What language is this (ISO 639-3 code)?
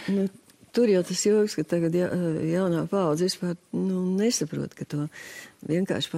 lav